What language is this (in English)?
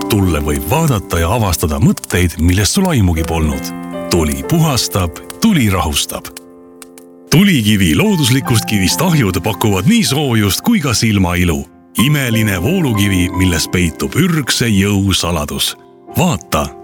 Estonian